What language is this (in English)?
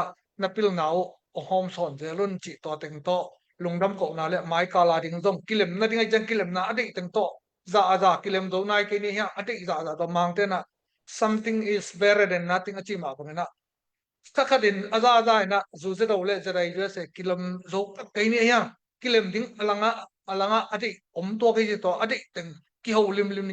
Tedim Chin